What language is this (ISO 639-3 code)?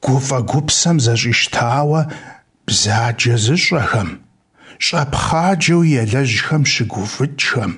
kbd